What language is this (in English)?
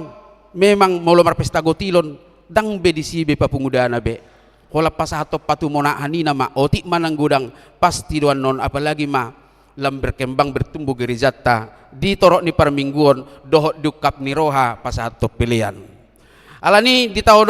Batak Toba